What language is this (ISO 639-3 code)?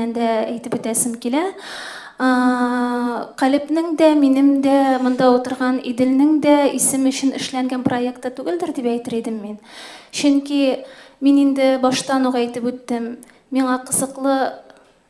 tat